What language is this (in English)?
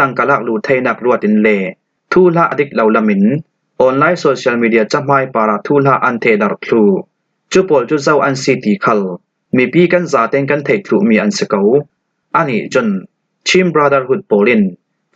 Falam Chin